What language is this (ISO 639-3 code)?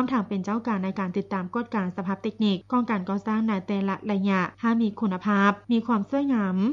lao